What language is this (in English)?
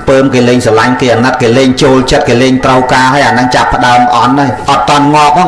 Khmer